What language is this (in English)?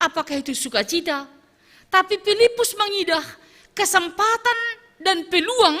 Batak Simalungun